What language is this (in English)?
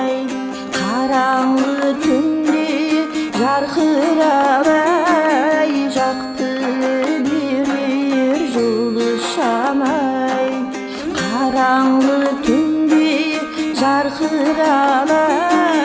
Kara-Kalpak